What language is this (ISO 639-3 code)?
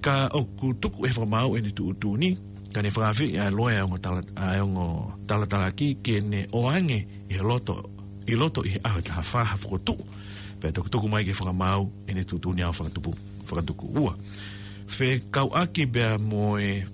ton